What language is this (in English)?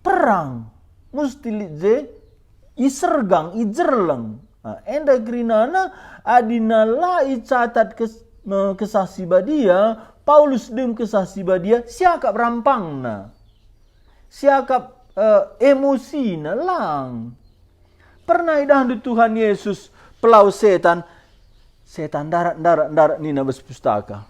Batak Karo